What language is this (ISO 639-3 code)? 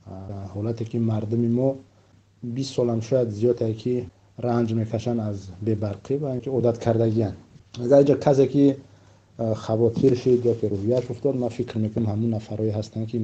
tgk